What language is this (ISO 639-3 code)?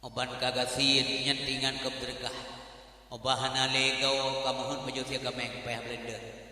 ace